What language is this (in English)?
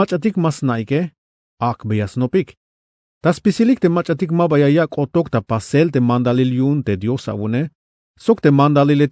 Tzeltal